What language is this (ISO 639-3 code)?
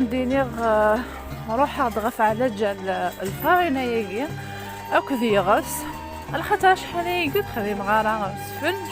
kab